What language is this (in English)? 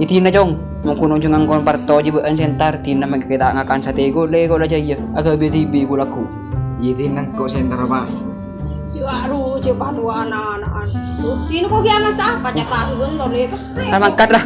Madurese